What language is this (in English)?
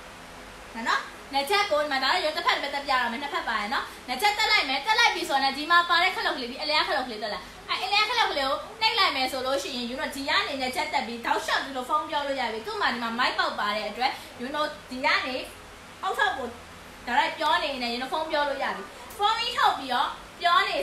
Burmese